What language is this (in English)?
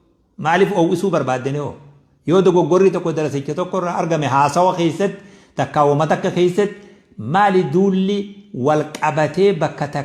Oromo